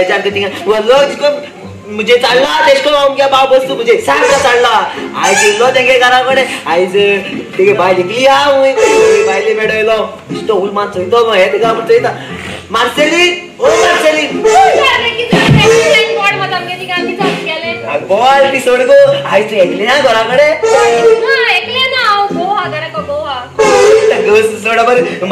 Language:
Konkani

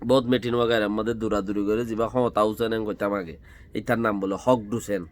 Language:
Rohingya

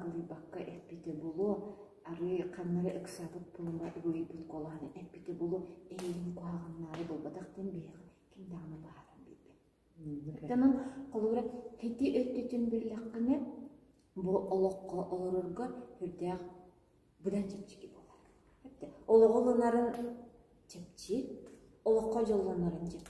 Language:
Yakut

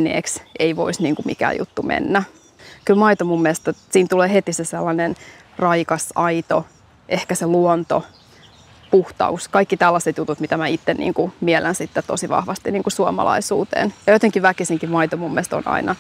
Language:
Finnish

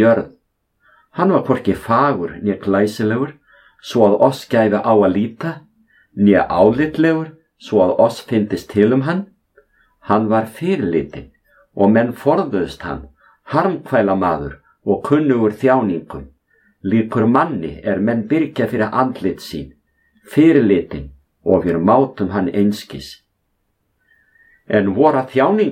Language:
Icelandic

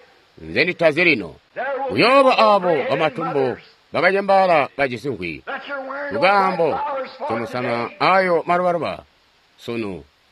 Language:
Tonga (Zambia)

